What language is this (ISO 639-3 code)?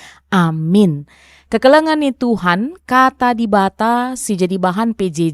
btx